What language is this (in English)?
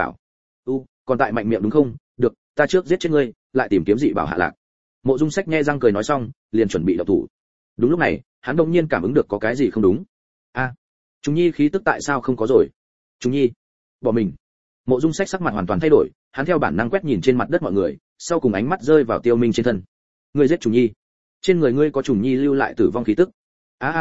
Vietnamese